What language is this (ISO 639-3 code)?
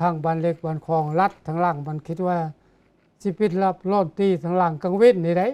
lao